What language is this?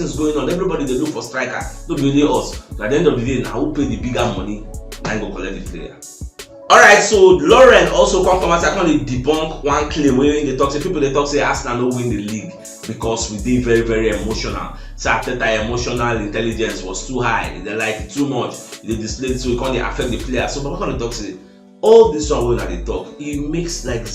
Nigerian Pidgin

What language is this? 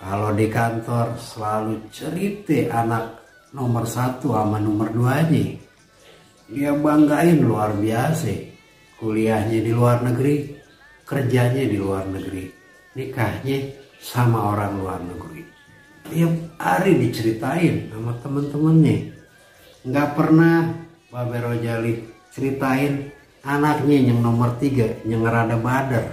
Betawi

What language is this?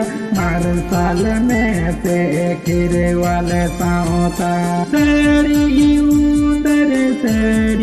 Santali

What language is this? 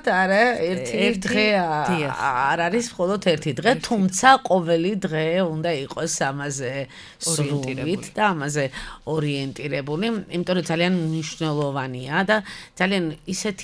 Georgian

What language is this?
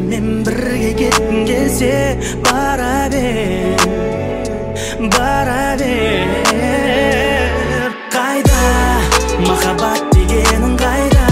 Kazakh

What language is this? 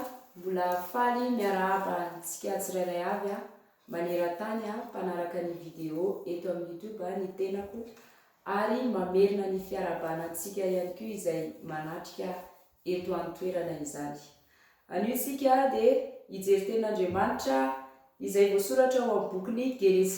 Malagasy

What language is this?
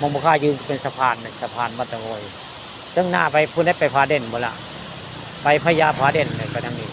Northeastern Thai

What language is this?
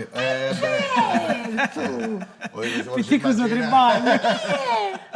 Sardinian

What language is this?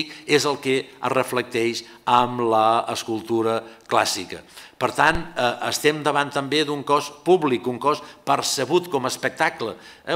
Catalan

